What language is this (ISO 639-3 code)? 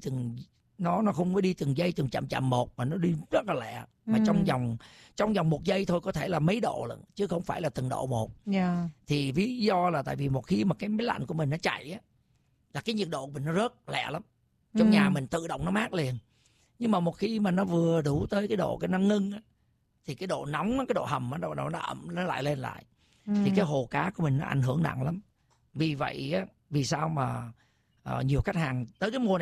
vie